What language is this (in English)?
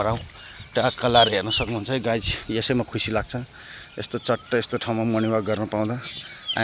Nepali